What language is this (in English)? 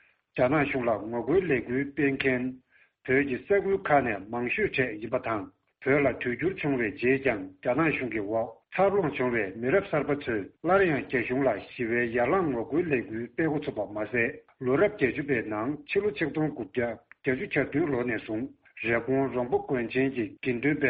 Tibetan